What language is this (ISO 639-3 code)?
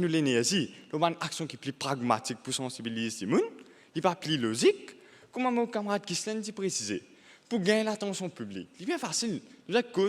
mfe